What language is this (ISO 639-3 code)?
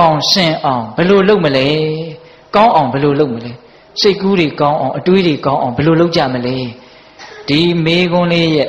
mya